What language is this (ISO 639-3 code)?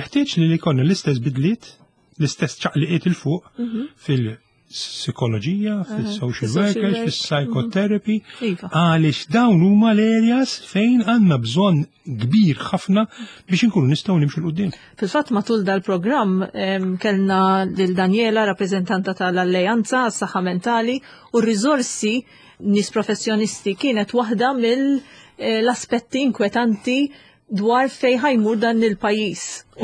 mlt